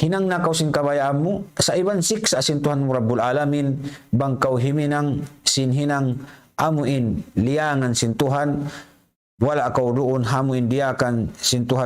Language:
Tausug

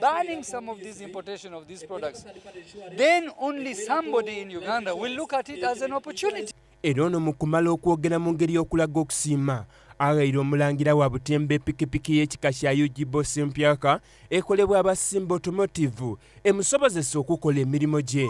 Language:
Soga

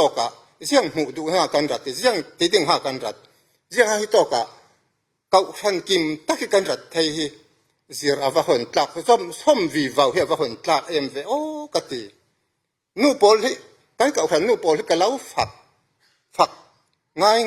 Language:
Falam Chin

